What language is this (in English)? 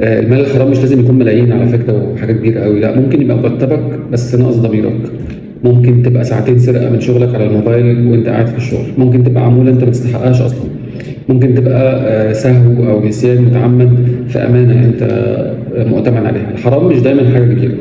Egyptian Arabic